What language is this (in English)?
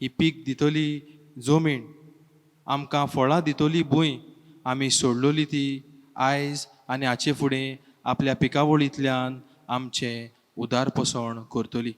Konkani